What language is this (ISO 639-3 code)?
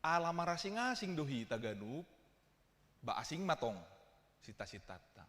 bbc